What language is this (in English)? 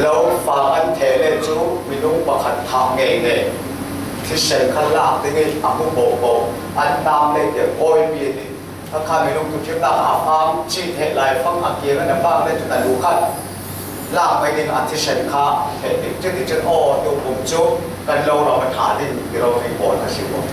Falam Chin